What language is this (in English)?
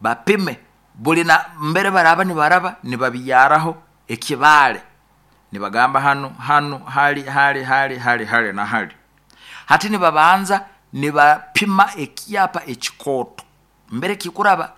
Nyoro